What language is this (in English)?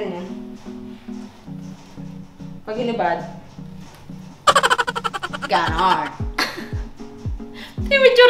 Filipino